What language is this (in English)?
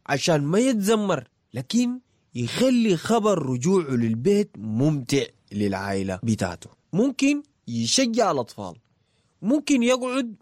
Sudanese Arabic